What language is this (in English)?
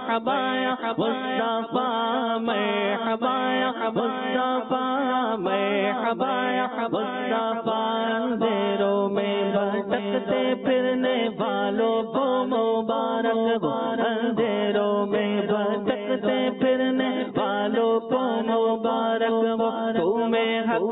Urdu